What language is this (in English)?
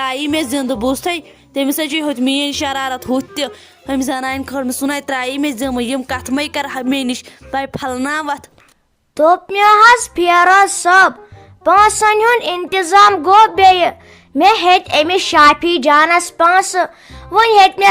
Kashmiri